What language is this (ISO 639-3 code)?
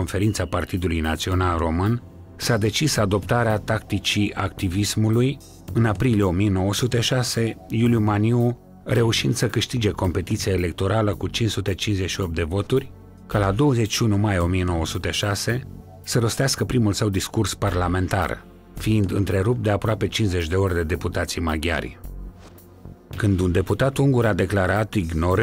ron